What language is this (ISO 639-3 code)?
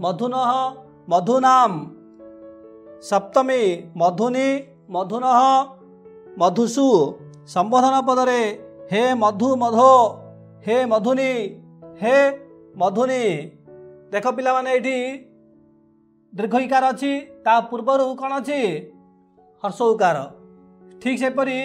ori